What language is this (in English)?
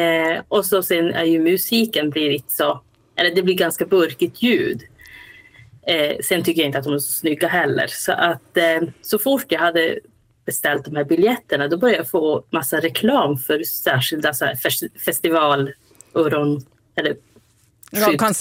Swedish